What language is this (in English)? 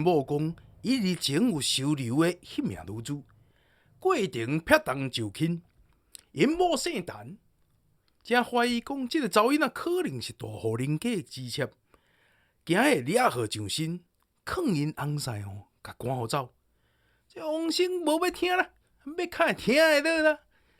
Min Nan Chinese